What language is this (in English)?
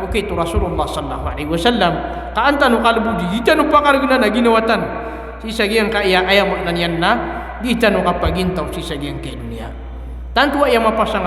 Maranao